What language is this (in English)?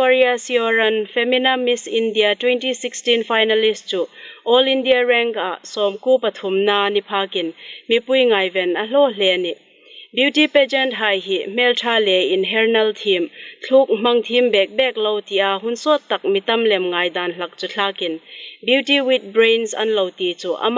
Hmar